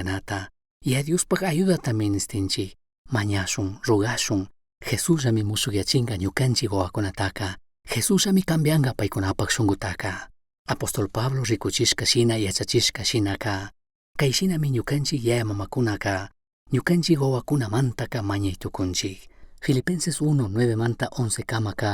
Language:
Chimborazo Highland Quichua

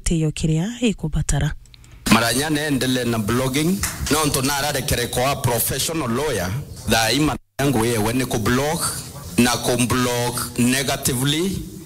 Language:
Meru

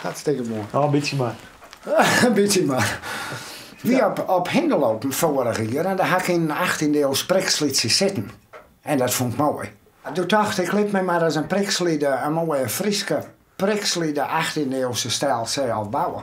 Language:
Western Frisian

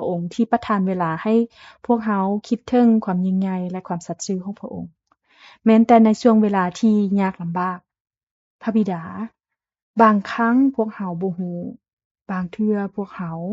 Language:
Lao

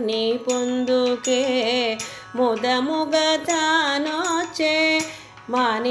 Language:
Telugu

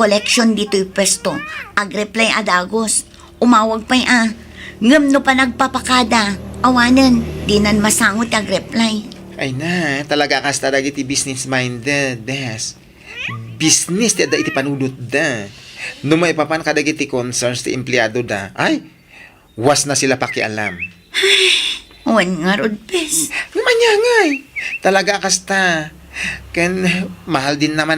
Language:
Iloko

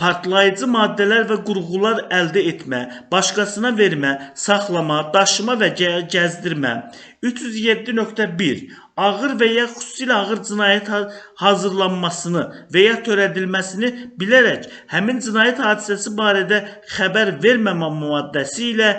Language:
Azerbaijani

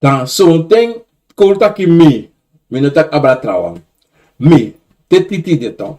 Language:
Sranan Tongo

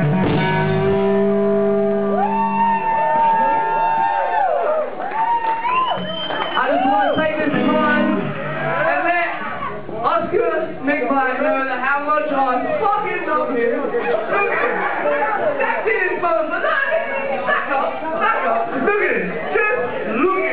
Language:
English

